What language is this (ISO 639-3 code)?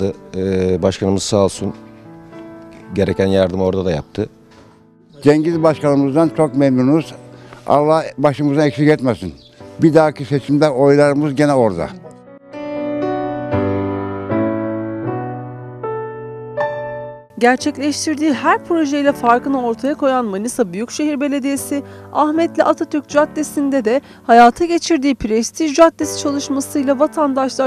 tur